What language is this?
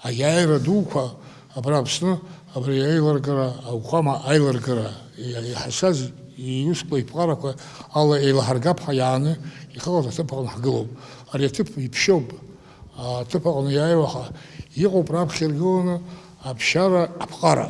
Abkhazian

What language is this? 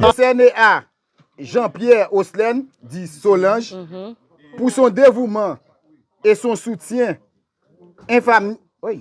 Haitian Creole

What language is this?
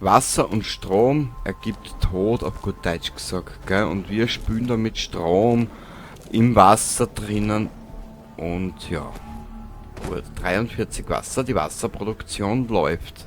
Bavarian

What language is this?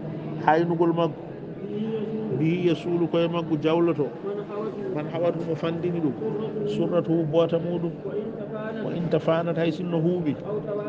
Fula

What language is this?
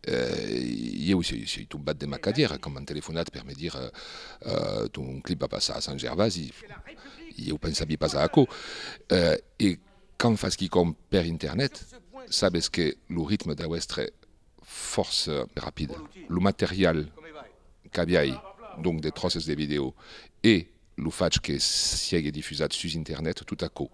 Occitan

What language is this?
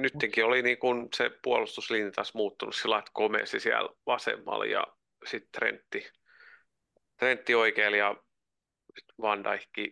Finnish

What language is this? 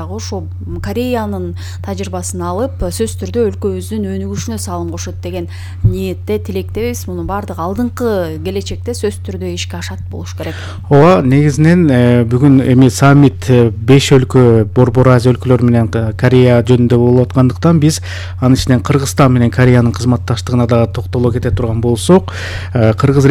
Kyrgyz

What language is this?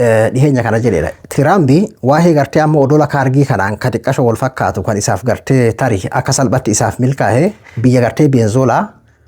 Oromo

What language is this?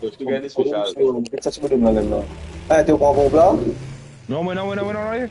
Morisyen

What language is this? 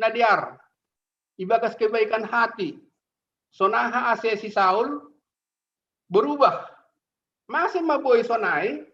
Batak Simalungun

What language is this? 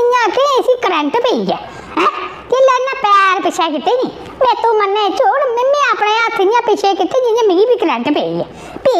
Dogri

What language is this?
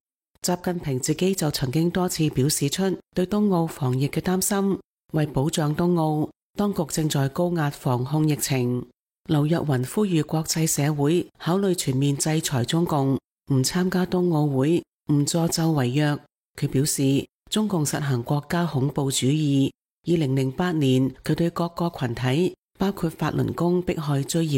Cantonese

